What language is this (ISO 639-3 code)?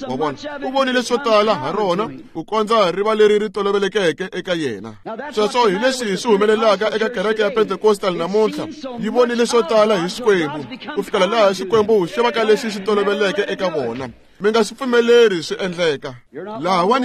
tso